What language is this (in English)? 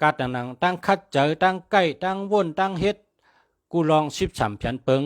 Shan